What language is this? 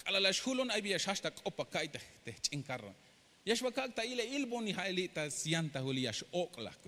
Tzeltal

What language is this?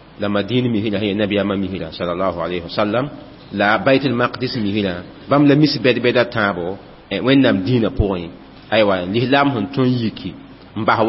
Mossi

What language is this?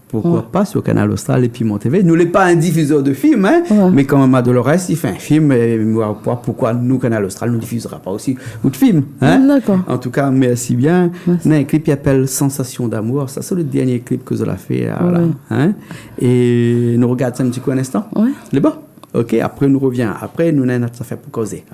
Réunion Creole French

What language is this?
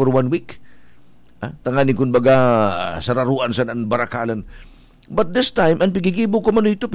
Bikol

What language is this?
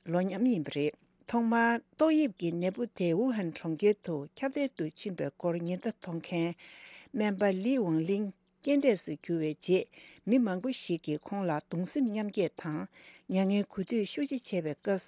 Tibetan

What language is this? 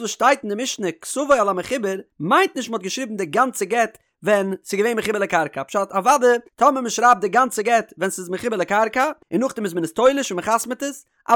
Yiddish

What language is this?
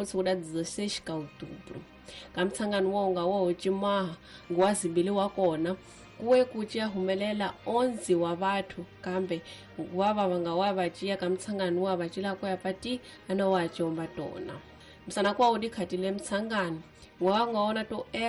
Tsonga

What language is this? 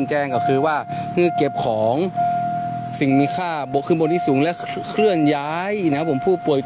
Thai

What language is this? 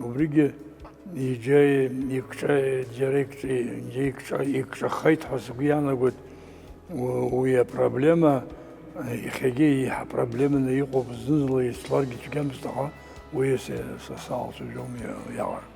Abkhazian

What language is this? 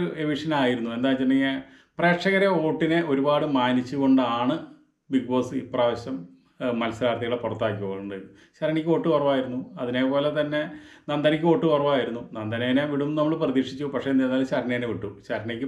Malayalam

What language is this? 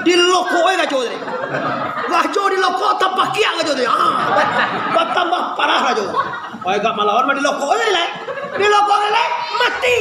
Minangkabau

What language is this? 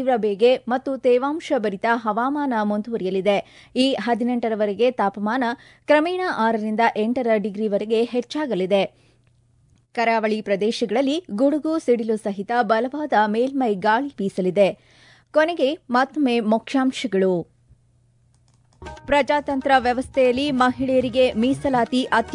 Kannada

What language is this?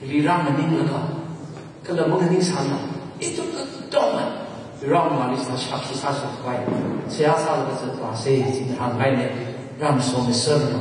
Tangkhul Naga (India)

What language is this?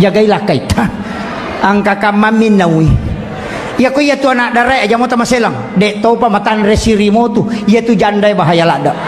Buginese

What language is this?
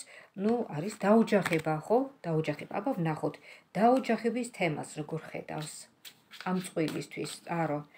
Georgian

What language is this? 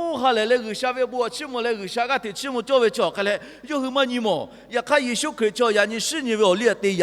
Lahu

